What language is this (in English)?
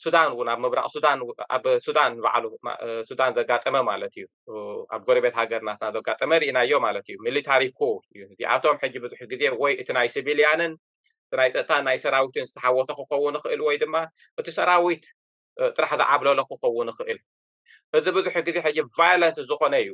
Tigrinya